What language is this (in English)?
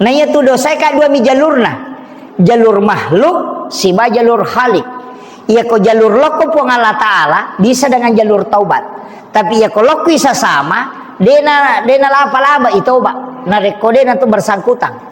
Buginese